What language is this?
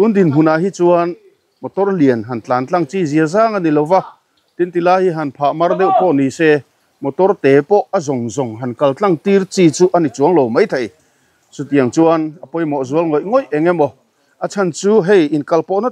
Mizo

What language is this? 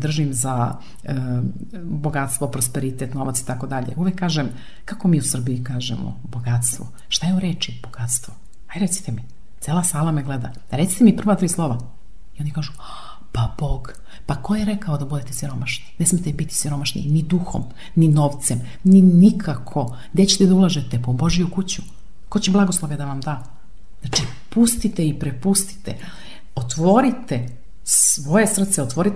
Serbian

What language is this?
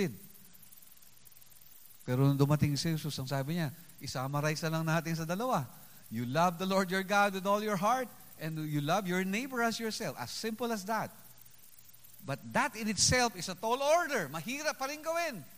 Filipino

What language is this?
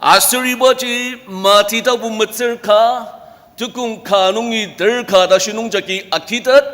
Ao Naga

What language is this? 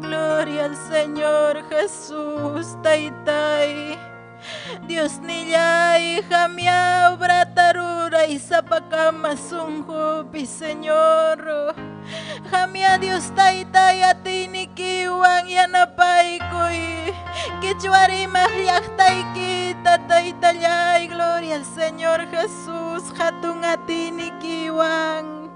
Ayacucho Quechua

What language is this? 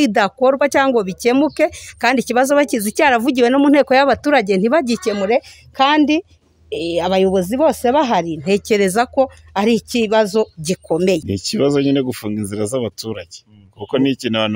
Kinyarwanda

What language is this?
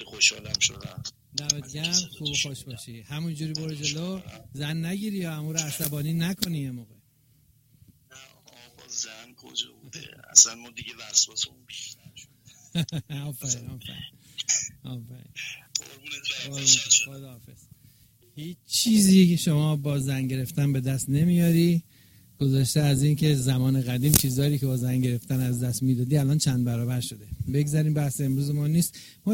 Persian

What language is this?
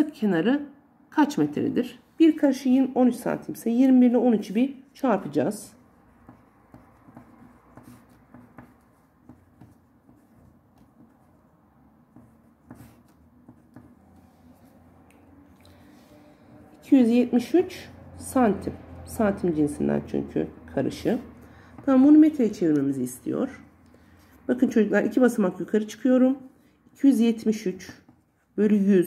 Turkish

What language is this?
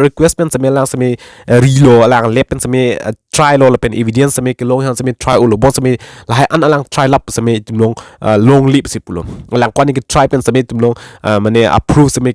Karbi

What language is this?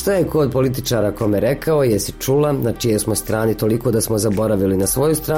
Croatian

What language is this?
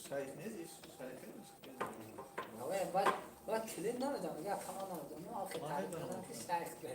Tajik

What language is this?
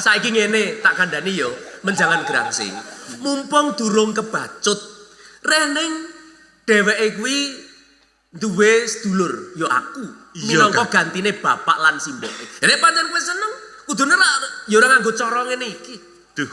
Javanese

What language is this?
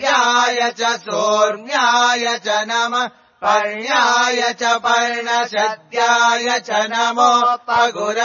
Sanskrit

